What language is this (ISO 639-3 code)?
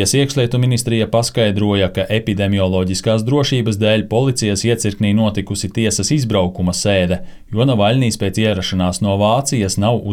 lav